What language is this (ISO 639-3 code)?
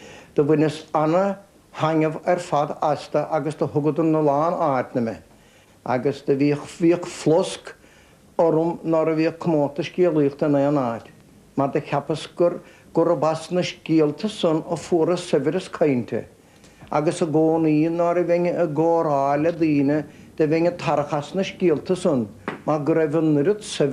gle